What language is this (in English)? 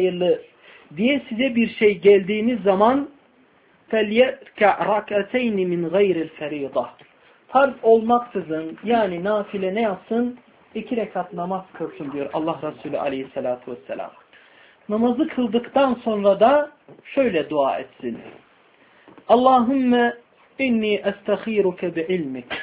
Turkish